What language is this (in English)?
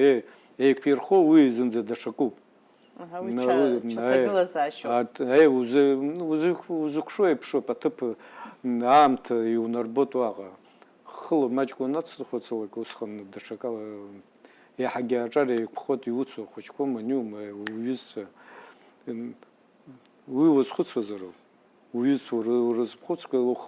Abkhazian